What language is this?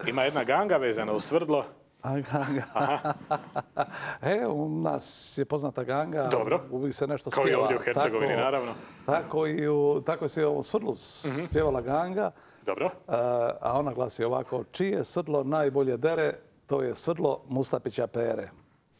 Croatian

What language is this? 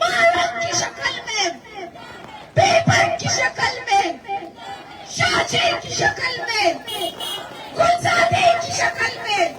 Eastern Balochi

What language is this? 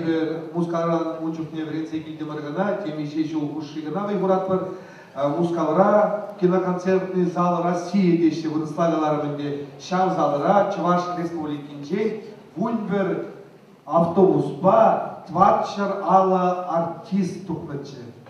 Chuvash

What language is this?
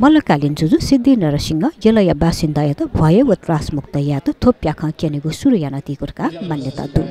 Newari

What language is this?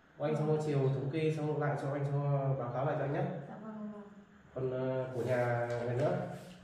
Vietnamese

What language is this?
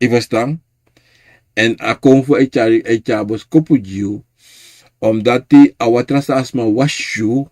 Sranan Tongo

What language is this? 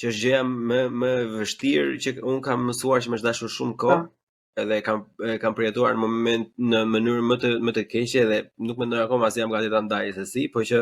Albanian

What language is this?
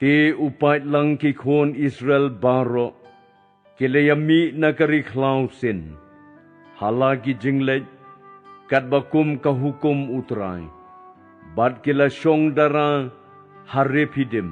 Khasi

